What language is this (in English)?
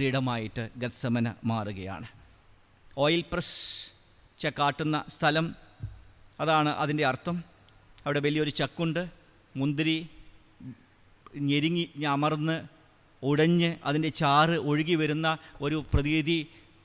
Malayalam